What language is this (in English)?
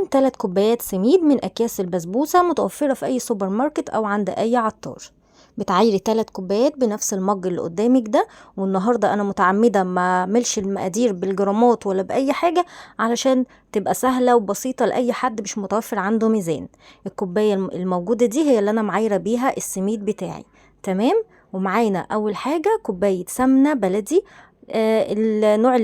Egyptian Arabic